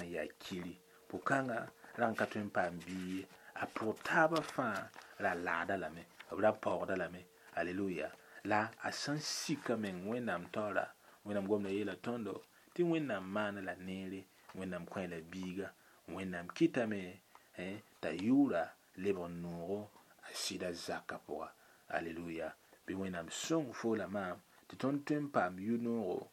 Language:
Mossi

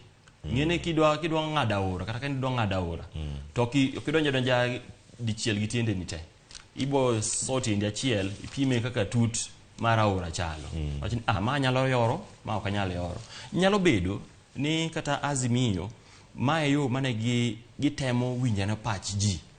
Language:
Luo (Kenya and Tanzania)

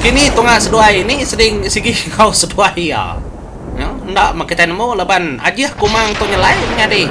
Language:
Iban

